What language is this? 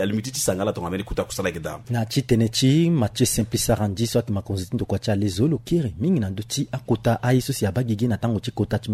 Sango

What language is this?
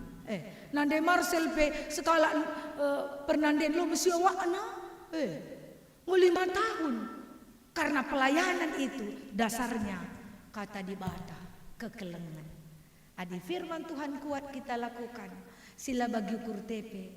Batak Karo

